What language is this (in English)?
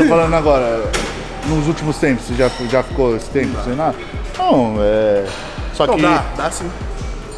Portuguese